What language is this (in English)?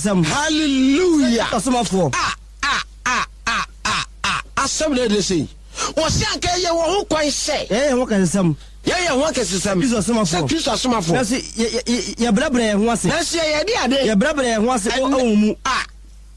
Akan